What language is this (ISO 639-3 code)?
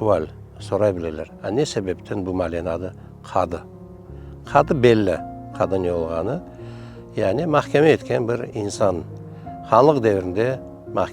crh